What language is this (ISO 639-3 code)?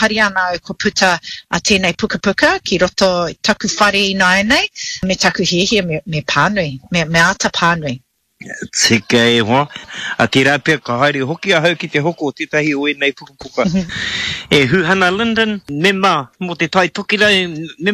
mri